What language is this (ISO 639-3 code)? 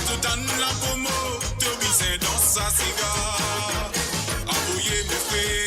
mfe